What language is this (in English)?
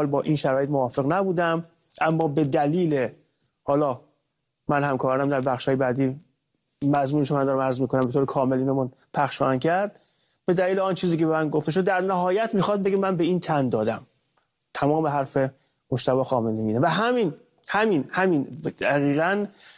Persian